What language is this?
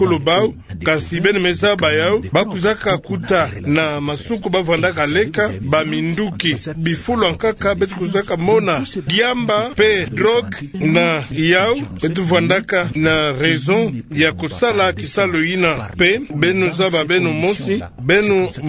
Kituba (Democratic Republic of Congo)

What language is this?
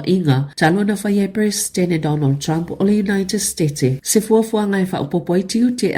Samoan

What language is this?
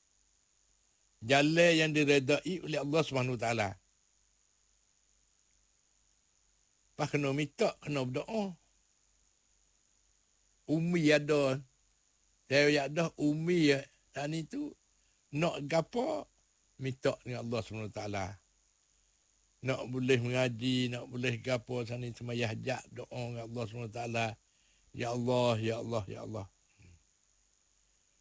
Malay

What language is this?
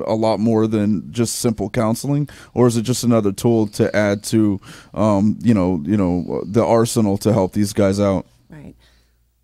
English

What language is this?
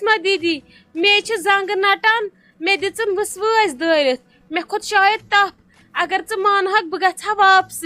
Kashmiri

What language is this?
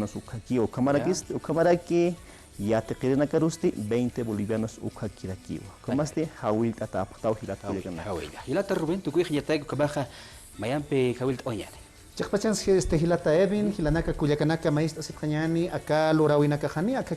Aymara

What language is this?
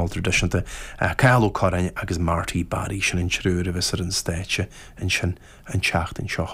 Irish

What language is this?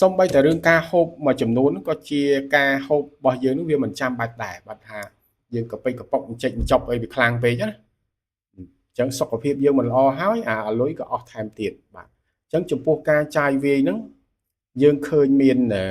Khmer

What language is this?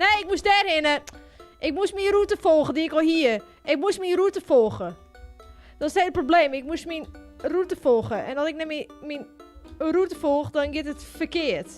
Western Frisian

